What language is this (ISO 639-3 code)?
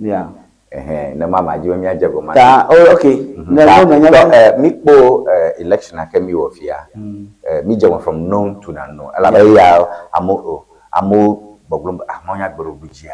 ewe